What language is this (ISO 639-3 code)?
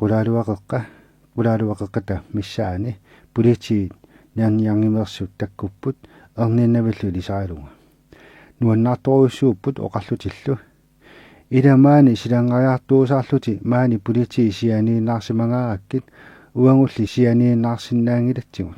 kal